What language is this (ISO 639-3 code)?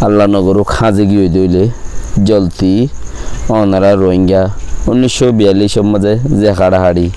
rhg